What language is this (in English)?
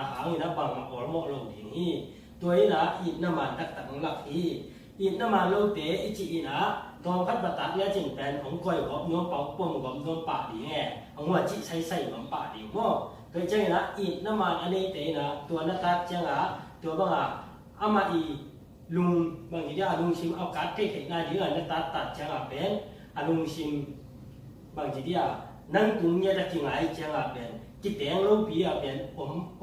Tedim Chin